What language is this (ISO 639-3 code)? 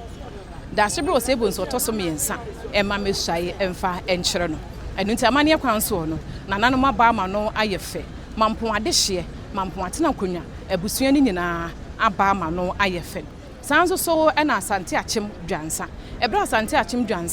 aka